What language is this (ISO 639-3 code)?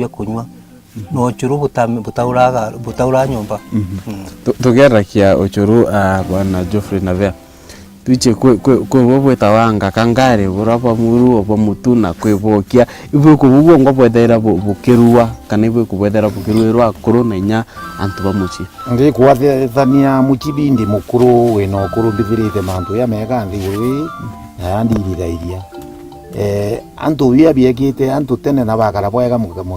mer